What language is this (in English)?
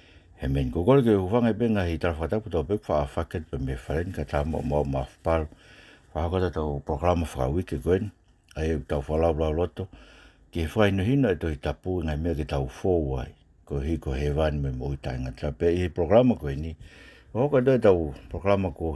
Tongan